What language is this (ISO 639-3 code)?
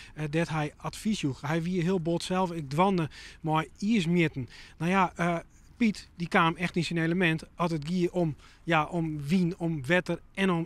fry